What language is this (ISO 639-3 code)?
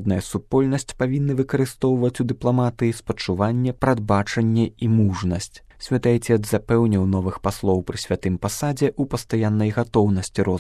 bel